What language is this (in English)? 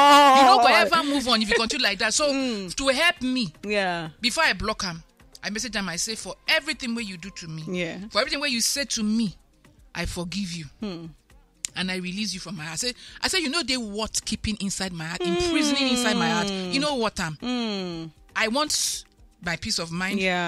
Nigerian Pidgin